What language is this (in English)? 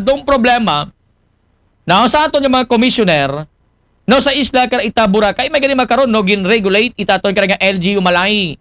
Aklanon